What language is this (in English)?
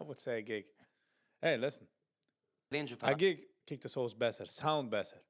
Yiddish